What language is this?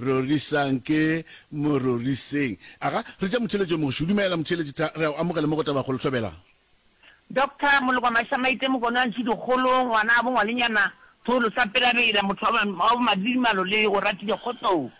Northern Sotho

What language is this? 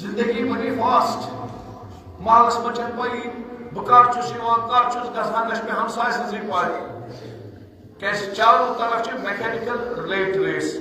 Kashmiri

